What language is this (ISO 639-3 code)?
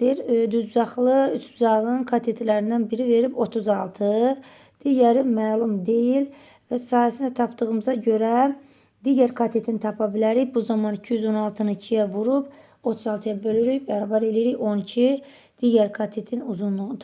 aze